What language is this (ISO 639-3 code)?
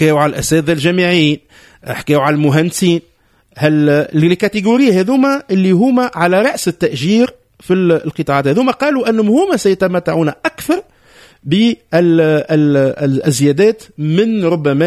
aeb